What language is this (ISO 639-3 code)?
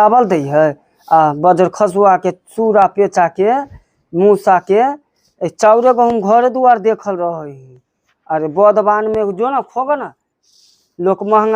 mai